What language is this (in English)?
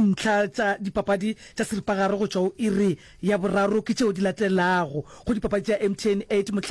Northern Sotho